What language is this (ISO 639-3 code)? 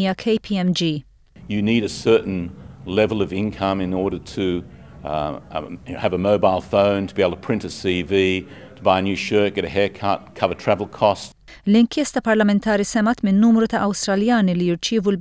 mlt